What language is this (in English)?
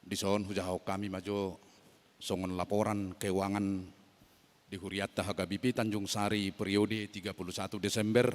Batak Toba